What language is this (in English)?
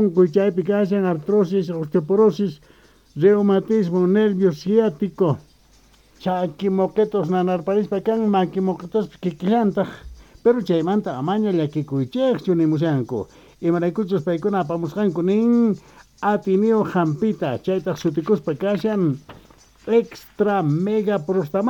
South Bolivian Quechua